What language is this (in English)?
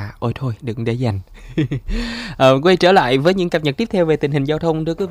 Vietnamese